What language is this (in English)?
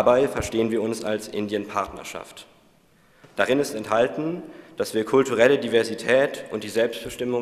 German